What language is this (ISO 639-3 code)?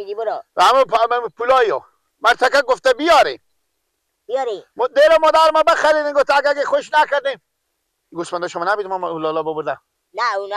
fas